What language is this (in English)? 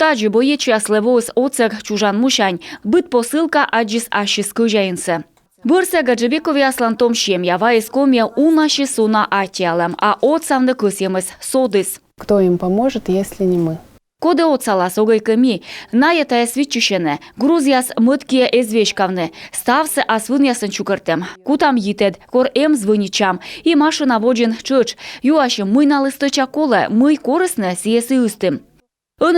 Komi